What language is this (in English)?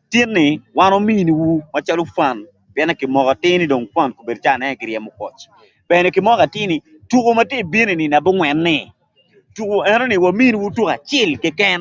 Acoli